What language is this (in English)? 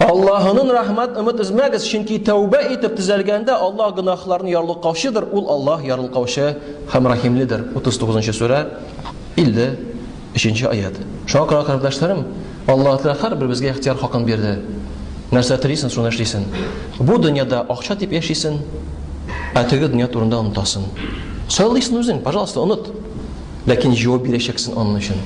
Tatar